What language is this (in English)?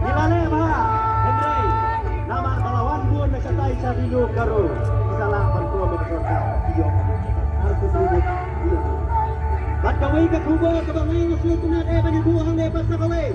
Khasi